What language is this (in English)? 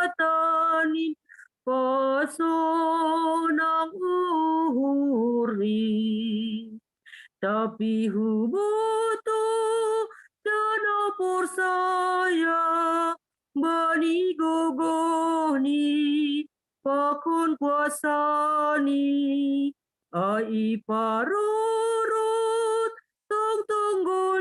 Batak Simalungun